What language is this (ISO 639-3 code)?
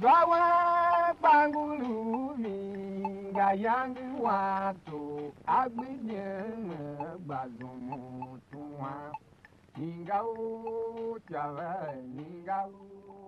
tiv